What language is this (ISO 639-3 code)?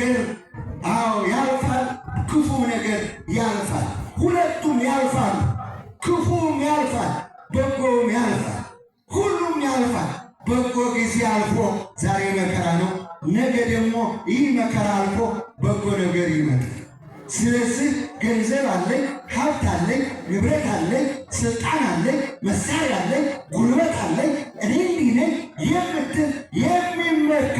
amh